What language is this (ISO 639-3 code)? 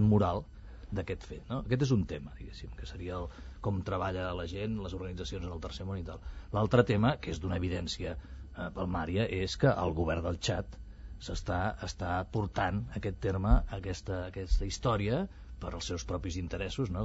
cat